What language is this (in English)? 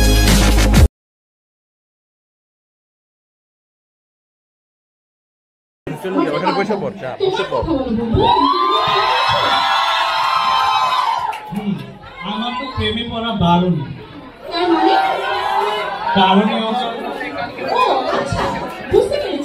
Bangla